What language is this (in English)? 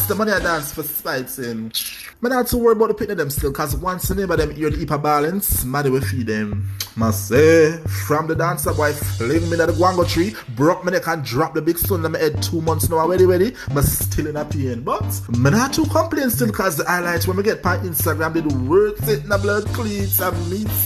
Jamaican Creole English